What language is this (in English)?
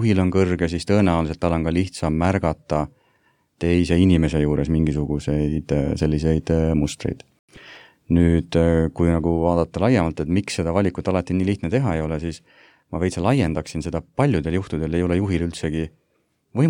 Estonian